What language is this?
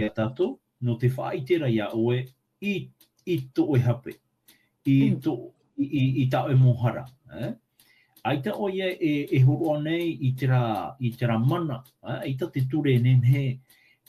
Tahitian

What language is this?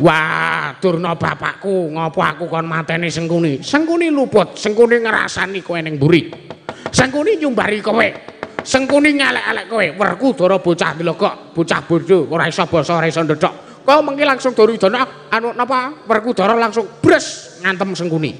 Javanese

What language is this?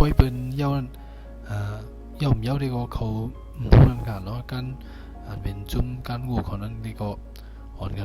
Shan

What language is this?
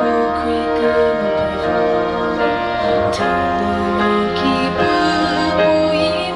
Chokri Naga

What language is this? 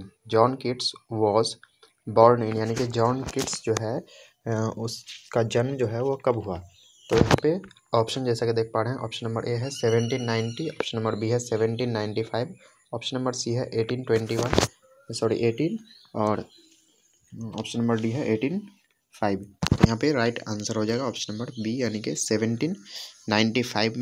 Hindi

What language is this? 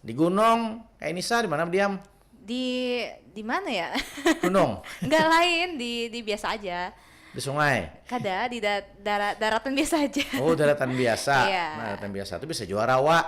Banjar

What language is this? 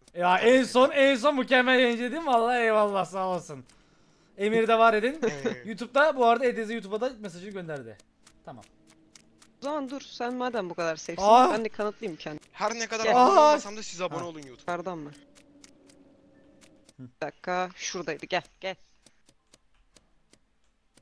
Turkish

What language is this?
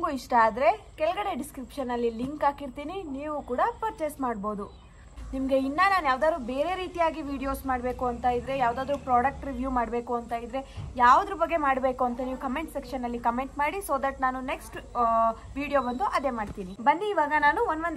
Kannada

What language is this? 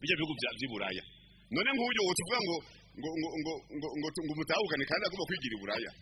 Rundi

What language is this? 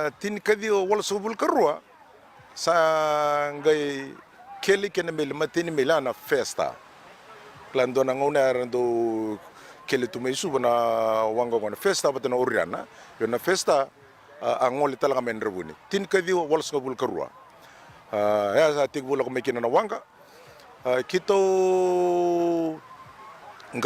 Fijian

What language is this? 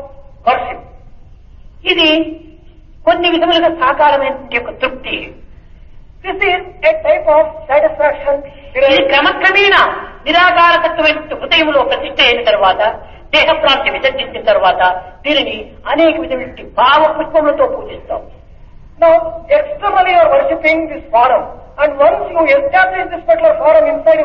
Telugu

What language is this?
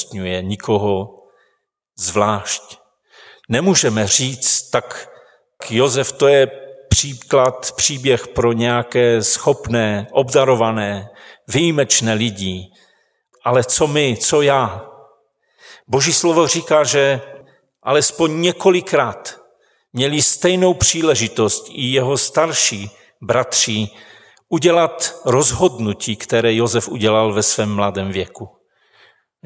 Czech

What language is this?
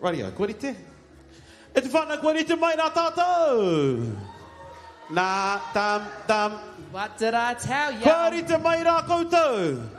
Māori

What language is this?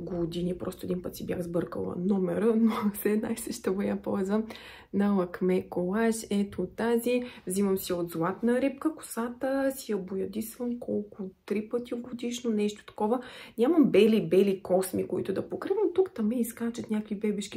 Bulgarian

